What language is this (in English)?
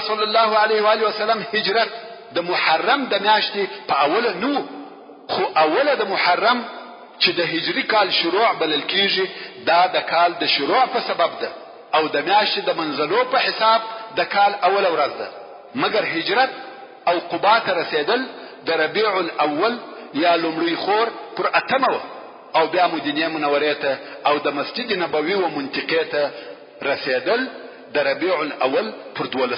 Pashto